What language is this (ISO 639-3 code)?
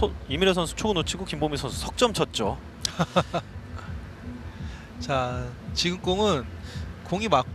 kor